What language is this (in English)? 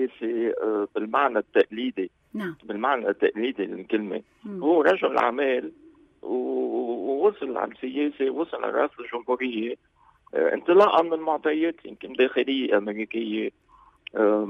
North Levantine Arabic